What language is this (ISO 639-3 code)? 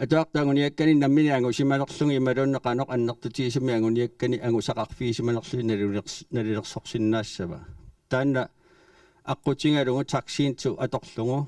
kal